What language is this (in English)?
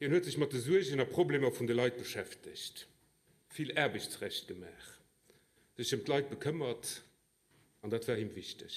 Luxembourgish